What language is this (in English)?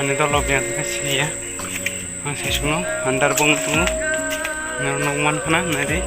Kok Borok